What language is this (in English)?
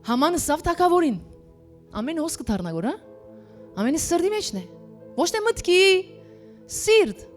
Western Armenian